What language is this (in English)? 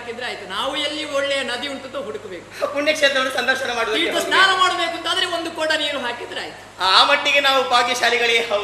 Kannada